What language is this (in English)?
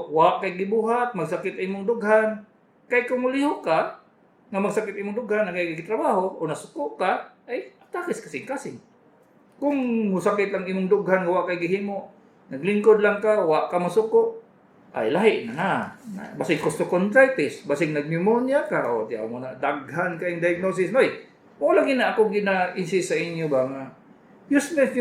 Cebuano